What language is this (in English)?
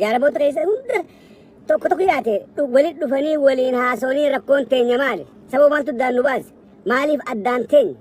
Oromo